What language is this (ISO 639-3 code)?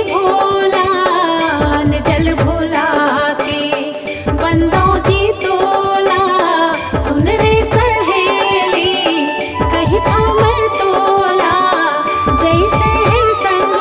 hne